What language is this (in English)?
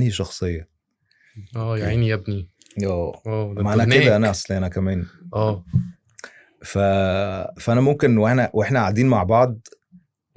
Egyptian Arabic